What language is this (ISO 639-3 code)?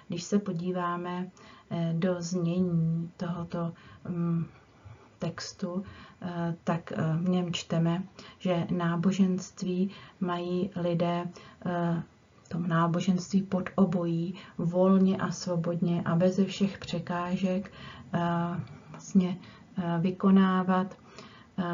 ces